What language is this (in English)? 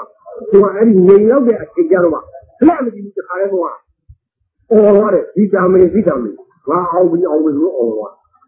Burmese